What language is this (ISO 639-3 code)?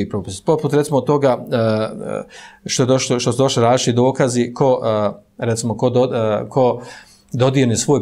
bos